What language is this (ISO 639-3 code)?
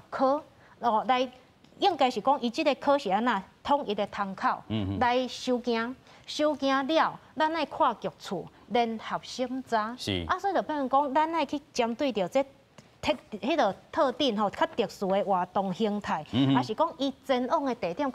nan